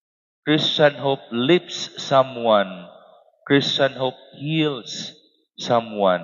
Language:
Waray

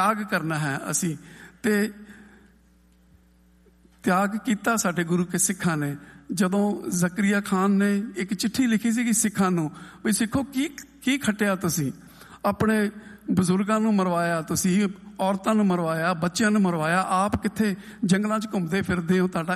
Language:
Punjabi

